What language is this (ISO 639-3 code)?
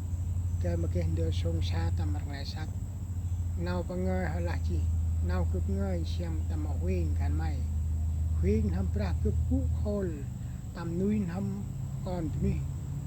cmo